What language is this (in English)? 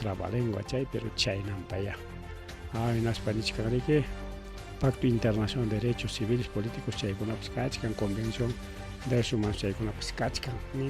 Ayacucho Quechua